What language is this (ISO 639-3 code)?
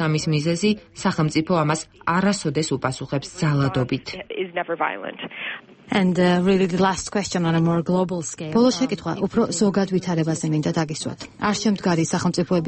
kat